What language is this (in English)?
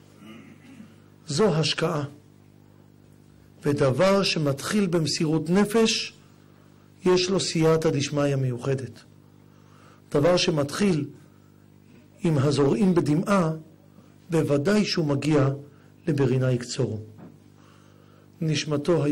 Hebrew